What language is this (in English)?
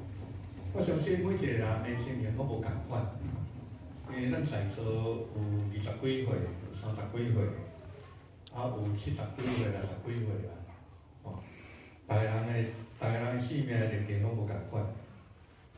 Min Nan Chinese